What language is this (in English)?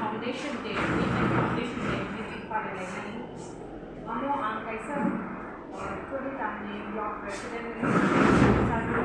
Kok Borok